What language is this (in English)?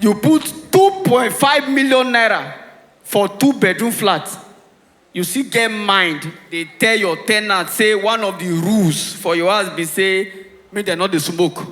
Nigerian Pidgin